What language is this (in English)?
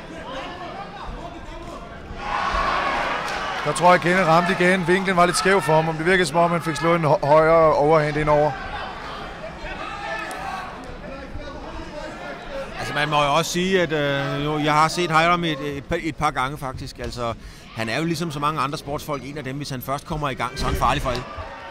Danish